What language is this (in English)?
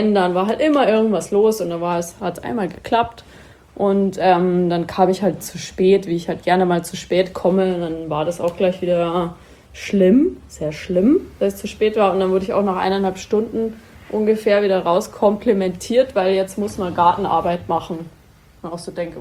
German